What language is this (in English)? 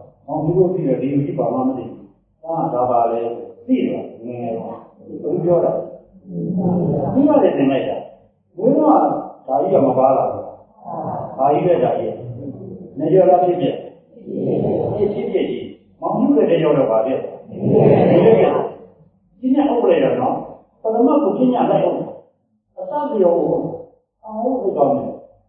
Burmese